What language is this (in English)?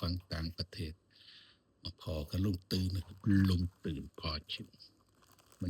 Northeastern Thai